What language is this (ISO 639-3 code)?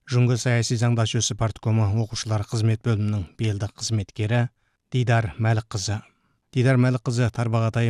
kaz